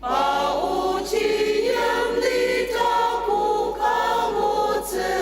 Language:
Ao Naga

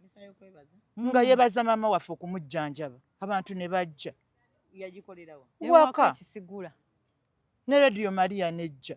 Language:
Ganda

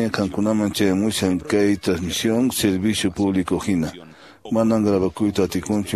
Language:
Quechua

